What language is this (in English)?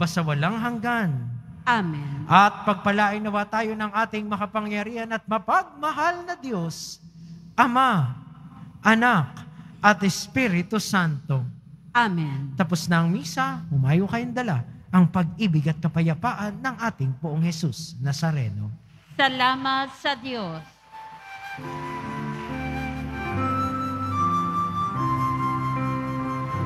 Filipino